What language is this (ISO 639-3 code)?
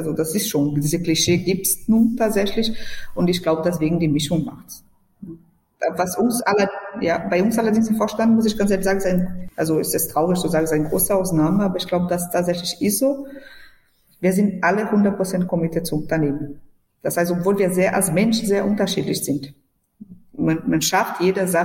deu